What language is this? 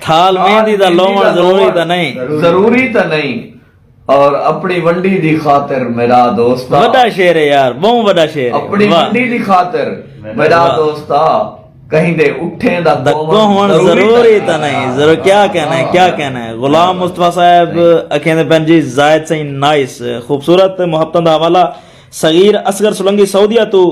Saraiki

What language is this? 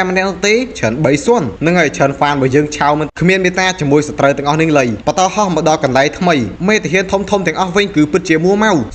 Khmer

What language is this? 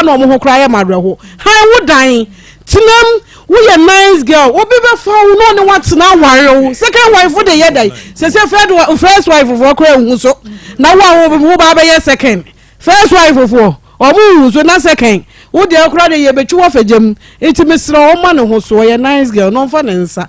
Akan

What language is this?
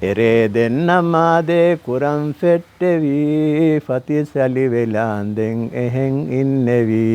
Divehi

